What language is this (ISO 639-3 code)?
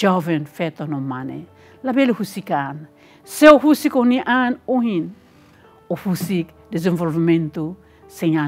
tet